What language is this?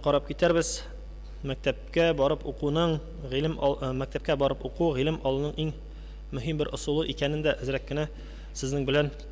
Tatar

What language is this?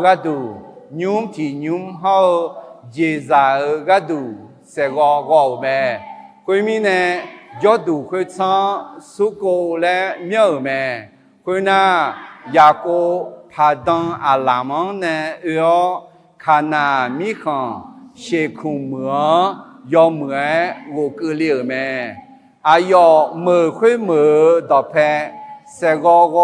Akha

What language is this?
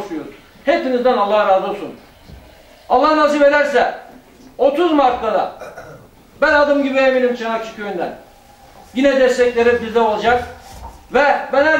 Turkish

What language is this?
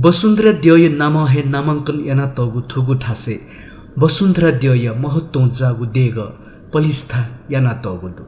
Newari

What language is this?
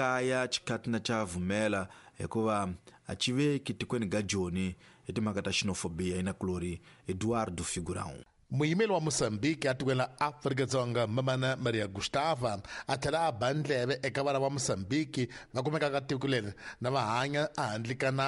Tsonga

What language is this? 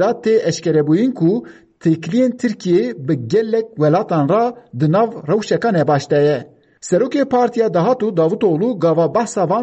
Kurdish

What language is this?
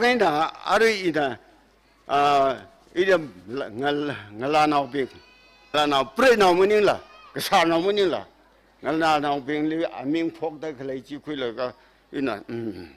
Tangkhul Naga (India)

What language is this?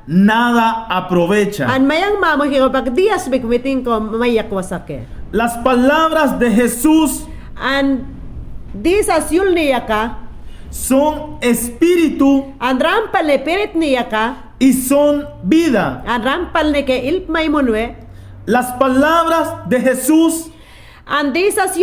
Mayangna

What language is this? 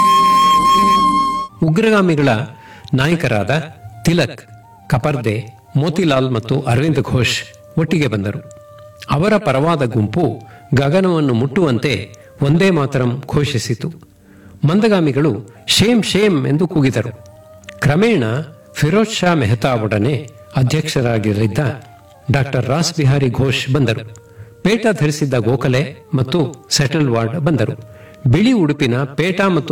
Kannada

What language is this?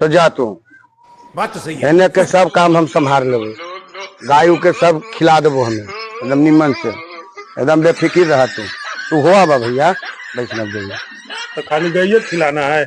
Magahi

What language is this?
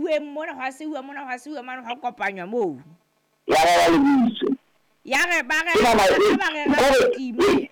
Southern Sotho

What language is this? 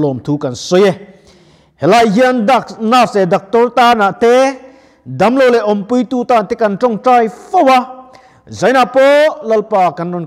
Mizo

